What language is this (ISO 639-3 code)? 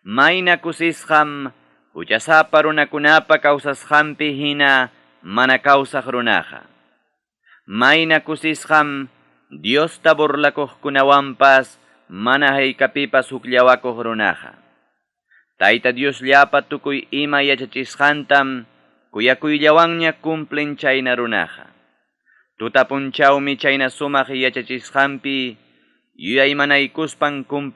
quy